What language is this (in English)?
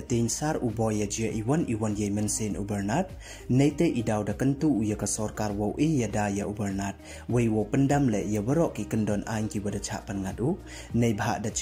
Pnar